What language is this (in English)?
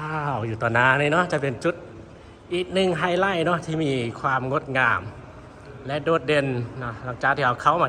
Lao